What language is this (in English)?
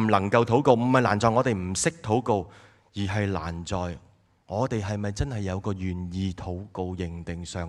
Cantonese